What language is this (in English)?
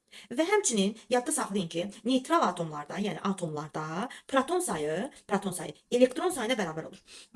Azerbaijani